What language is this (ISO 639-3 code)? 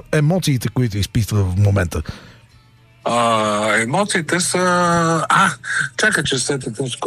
bul